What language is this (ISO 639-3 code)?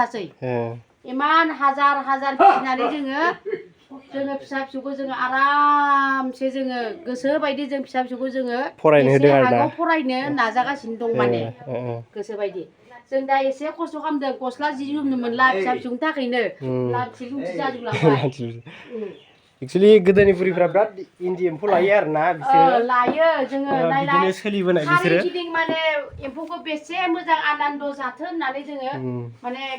brx